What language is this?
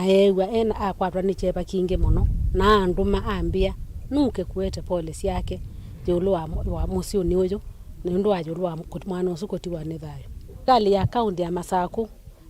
Kamba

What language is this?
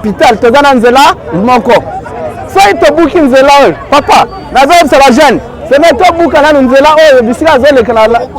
Lingala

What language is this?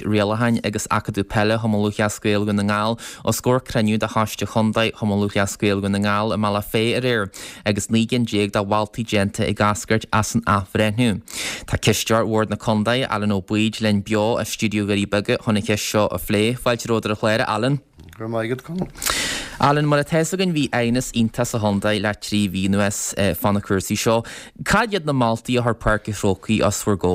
Irish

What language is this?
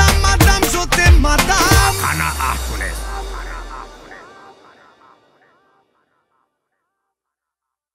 Romanian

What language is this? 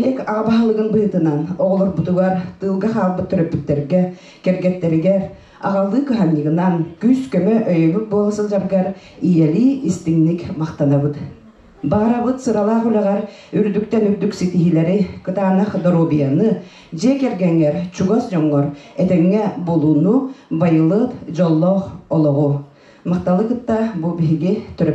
Yakut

